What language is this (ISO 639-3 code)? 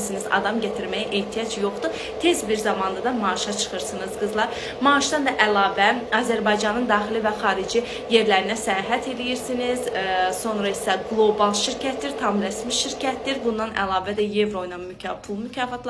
aze